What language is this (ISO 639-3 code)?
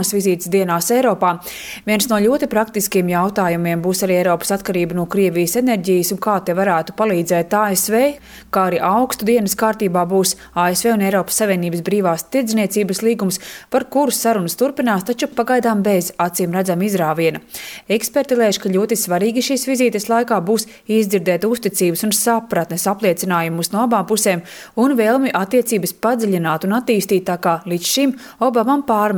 lav